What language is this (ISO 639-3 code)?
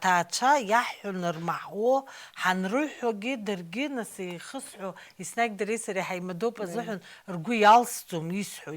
abk